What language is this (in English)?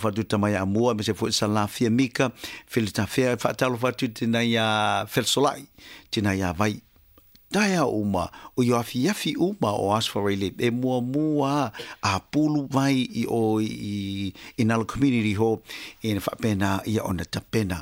Samoan